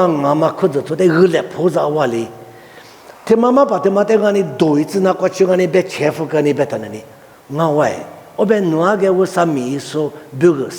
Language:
Lisu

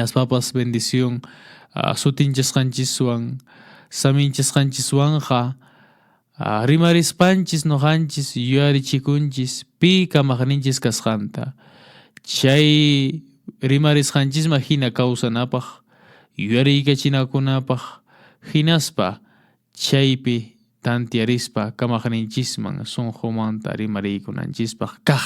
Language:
Quechua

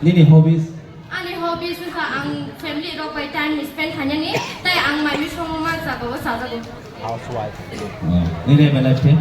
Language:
Kok Borok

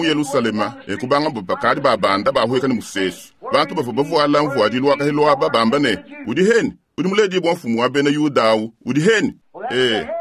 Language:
Luba-Lulua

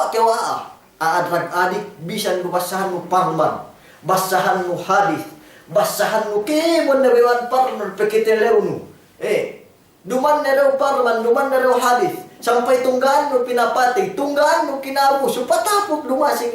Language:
Yakan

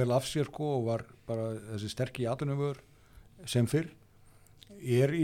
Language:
Icelandic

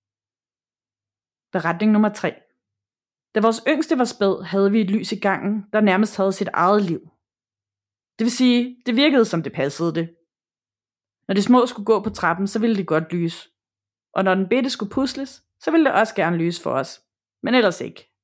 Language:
Danish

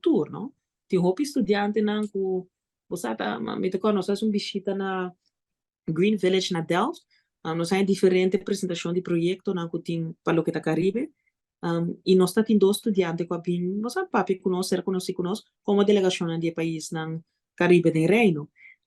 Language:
Papiamento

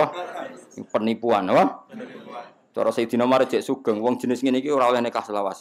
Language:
Javanese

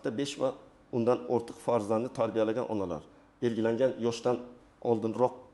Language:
Uzbek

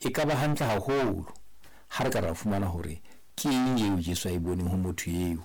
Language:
Southern Sotho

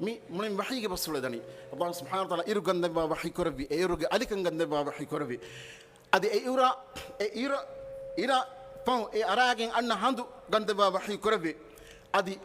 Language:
Divehi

